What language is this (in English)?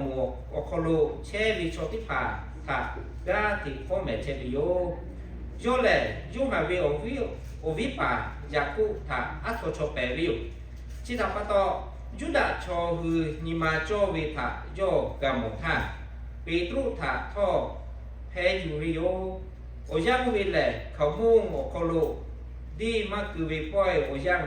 Lahu